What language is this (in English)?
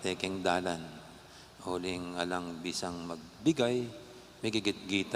Pampanga